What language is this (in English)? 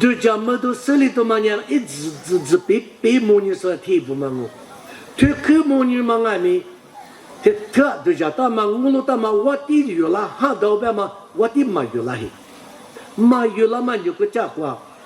Lisu